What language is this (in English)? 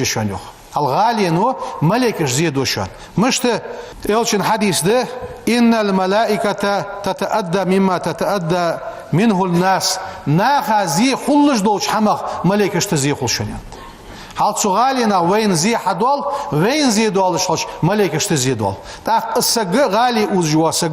Ingush